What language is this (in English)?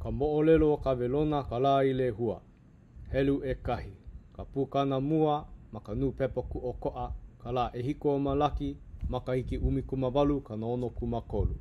Hawaiian